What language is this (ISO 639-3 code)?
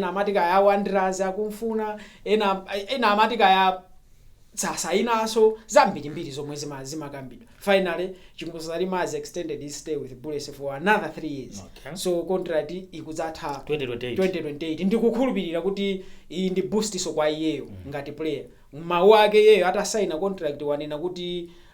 nya